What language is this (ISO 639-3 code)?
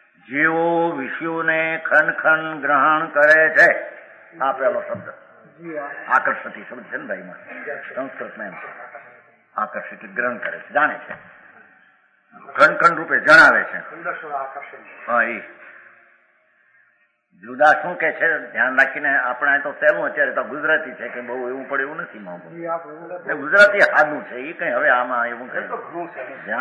guj